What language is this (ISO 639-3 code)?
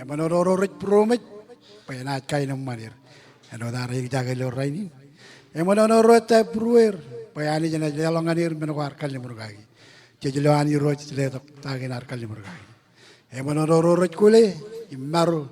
mah